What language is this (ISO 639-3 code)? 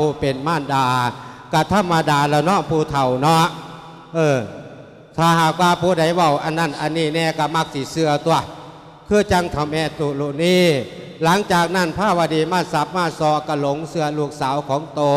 lao